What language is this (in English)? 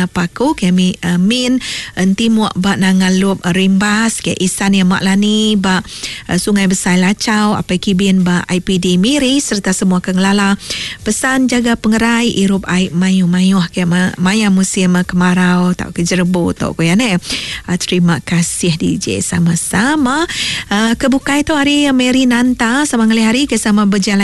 Iban